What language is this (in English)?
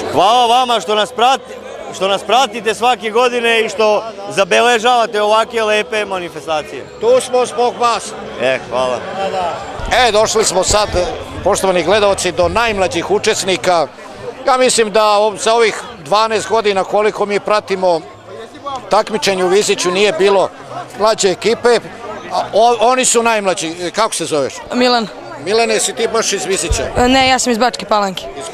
Serbian